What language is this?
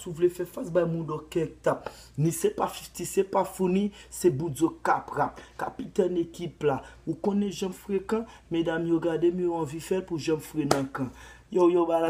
Haitian Creole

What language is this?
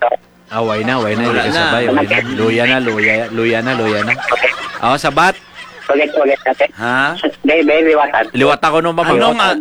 Hiligaynon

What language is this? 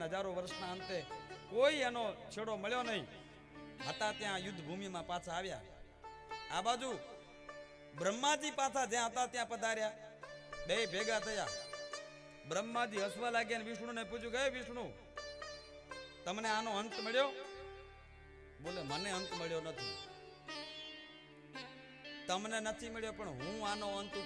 Gujarati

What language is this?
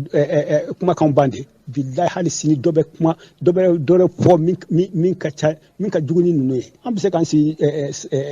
Bambara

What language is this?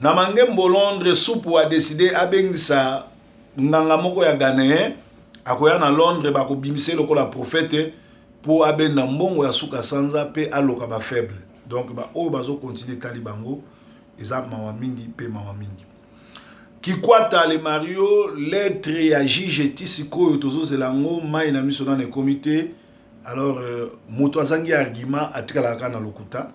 Lingala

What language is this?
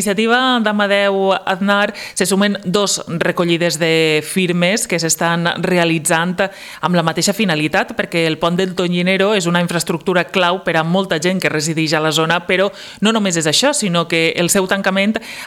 Catalan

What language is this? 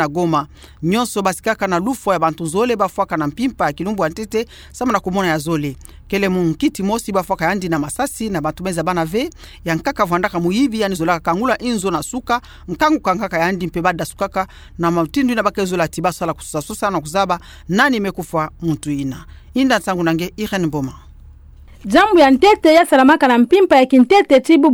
Kituba (Democratic Republic of Congo)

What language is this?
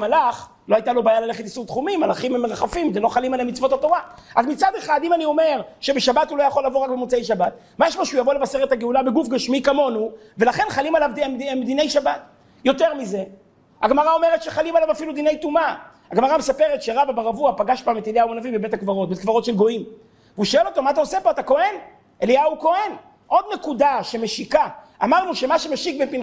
Hebrew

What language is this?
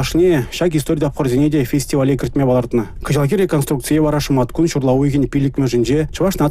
Chuvash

